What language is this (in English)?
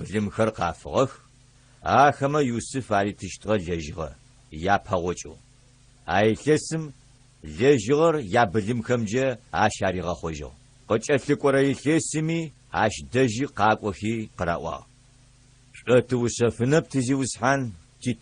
Adyghe